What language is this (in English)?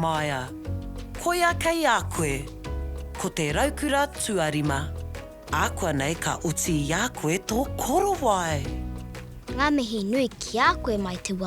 Māori